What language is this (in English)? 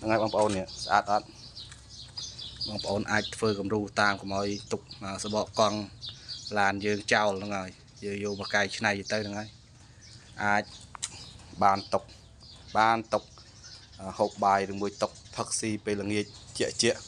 Khmer